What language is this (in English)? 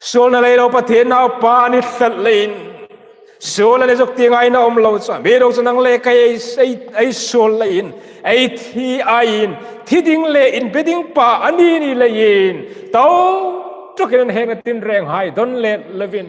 Hmar